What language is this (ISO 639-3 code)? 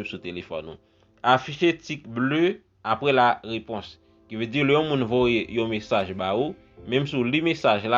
hat